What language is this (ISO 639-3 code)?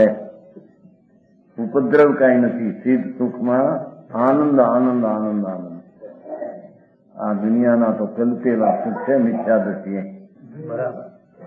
guj